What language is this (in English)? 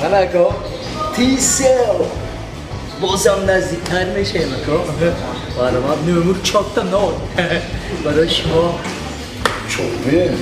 Tajik